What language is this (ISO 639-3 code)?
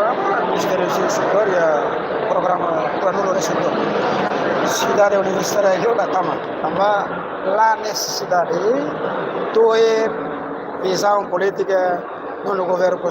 tet